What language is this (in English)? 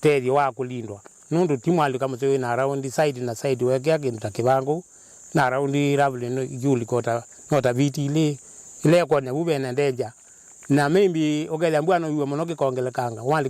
Kamba